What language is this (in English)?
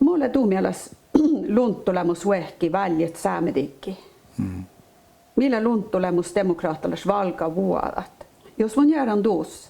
Northern Sami